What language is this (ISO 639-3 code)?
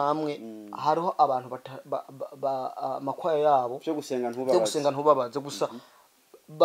run